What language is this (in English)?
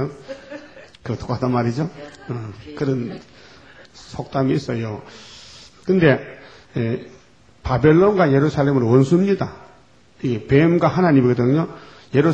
Korean